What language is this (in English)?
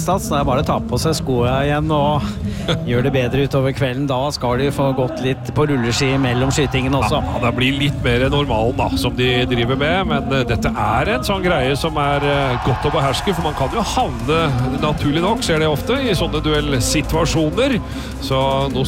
Norwegian